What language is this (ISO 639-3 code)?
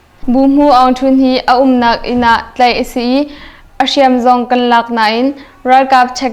cnh